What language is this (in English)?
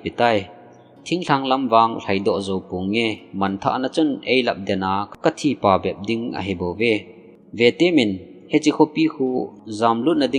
Thado Chin